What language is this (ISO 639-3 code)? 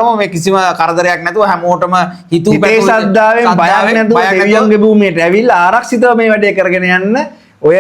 sin